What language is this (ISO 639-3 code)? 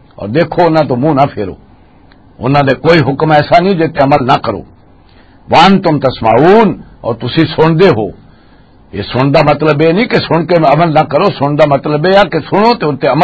lah